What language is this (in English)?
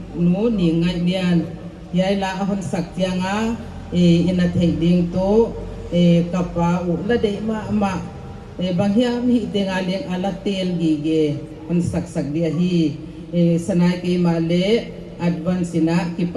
Paite Chin